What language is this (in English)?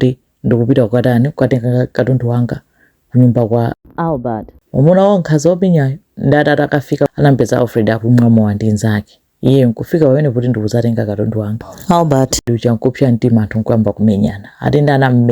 Nyanja